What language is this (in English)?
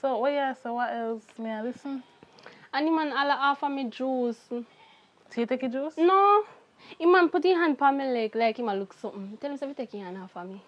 Jamaican Creole English